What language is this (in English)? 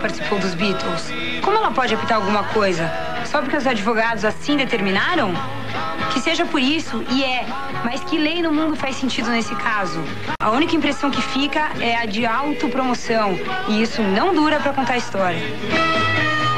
Portuguese